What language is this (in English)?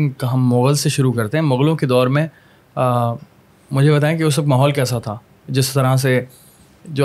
Urdu